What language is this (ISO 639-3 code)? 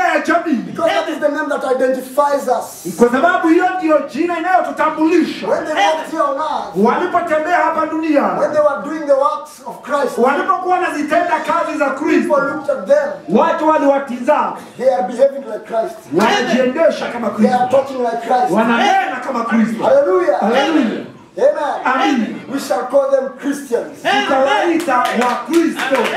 swa